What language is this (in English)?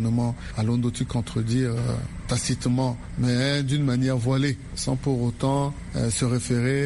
Sango